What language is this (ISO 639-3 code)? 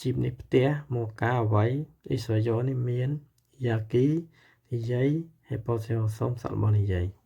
khm